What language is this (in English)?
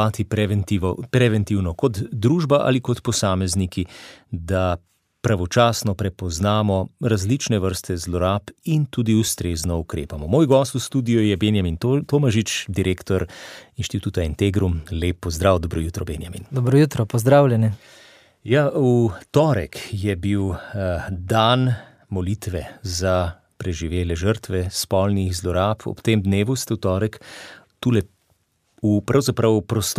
Slovenian